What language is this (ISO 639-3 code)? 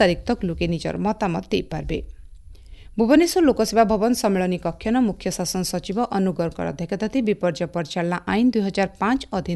ori